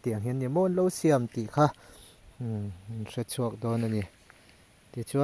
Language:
Mizo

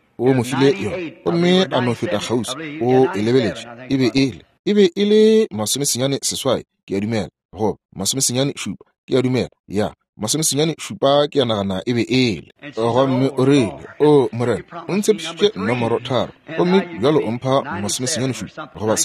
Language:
Northern Sotho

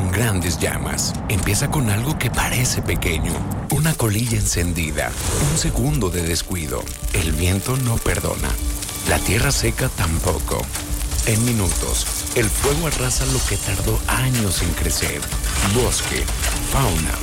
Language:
Spanish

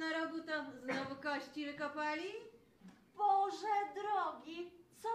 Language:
Polish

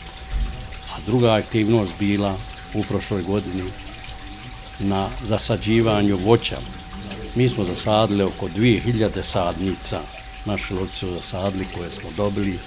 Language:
Bosnian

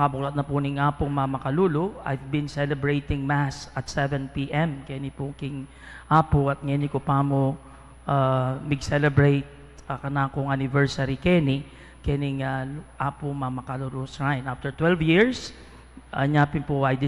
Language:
Pampanga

